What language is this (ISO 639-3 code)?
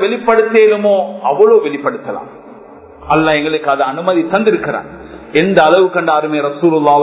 tam